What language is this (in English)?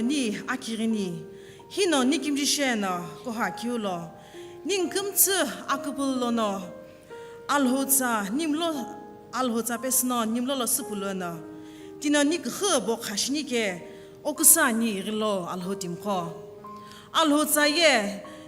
Sumi Naga